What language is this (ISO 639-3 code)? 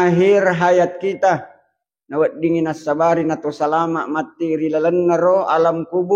bug